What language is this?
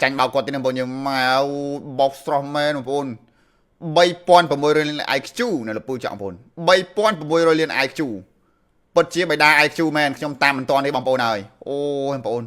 Khmer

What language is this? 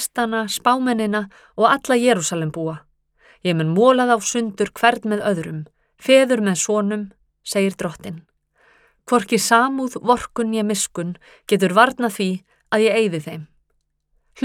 Icelandic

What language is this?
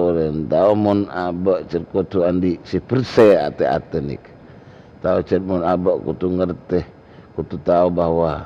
Madurese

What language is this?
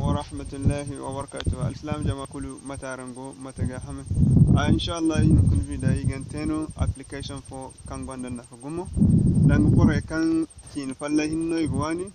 Zarma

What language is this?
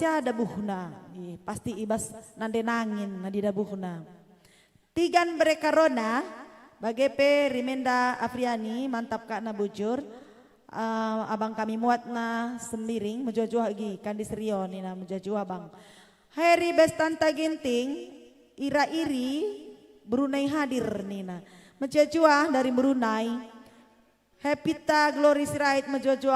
Batak Karo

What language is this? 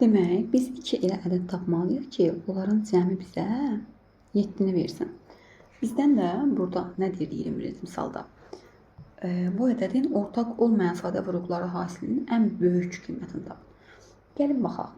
Azerbaijani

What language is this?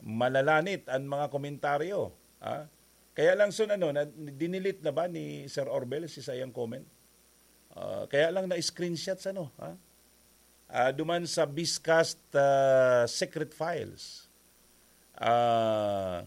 Bikol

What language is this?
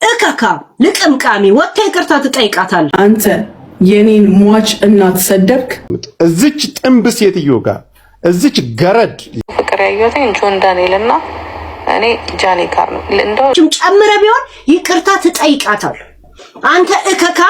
Amharic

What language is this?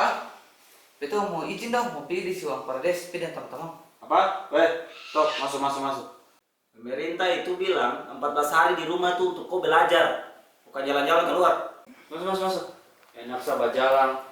Ambonese Malay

